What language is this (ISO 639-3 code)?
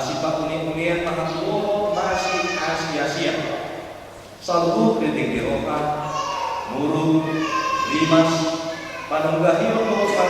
bbc